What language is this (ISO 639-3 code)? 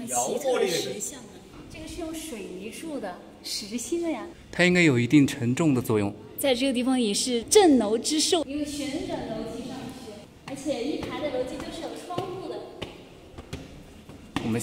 zho